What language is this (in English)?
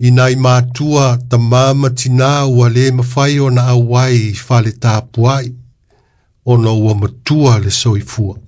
Samoan